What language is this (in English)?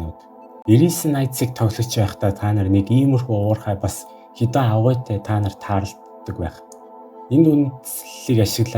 Mongolian